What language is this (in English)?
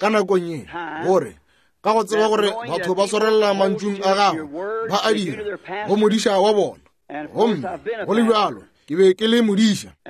Northern Sotho